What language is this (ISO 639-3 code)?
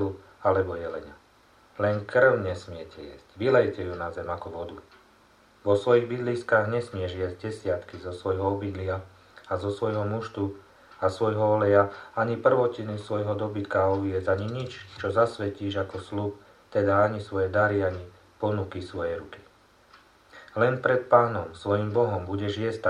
slk